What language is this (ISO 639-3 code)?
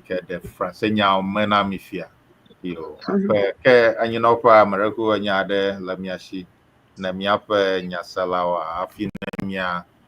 ewe